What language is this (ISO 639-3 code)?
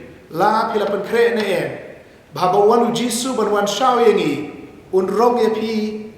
kha